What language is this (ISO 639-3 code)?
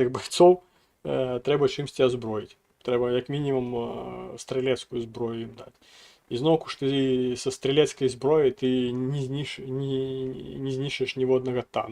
bel